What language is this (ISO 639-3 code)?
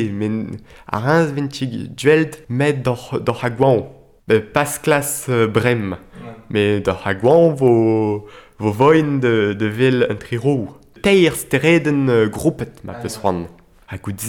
bre